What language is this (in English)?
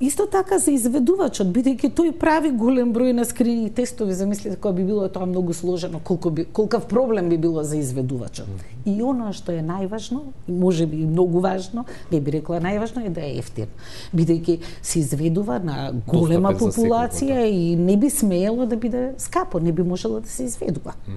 Macedonian